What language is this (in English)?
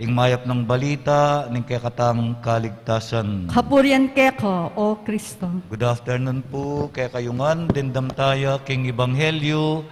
Pampanga